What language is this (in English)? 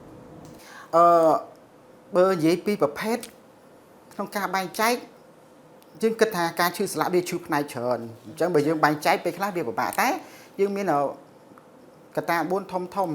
Khmer